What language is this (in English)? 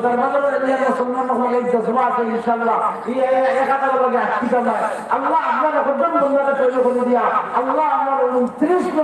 Sylheti